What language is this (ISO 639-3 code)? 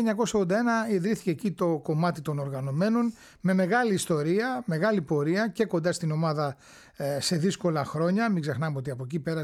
ell